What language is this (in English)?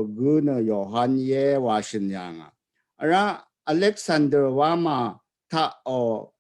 Rawang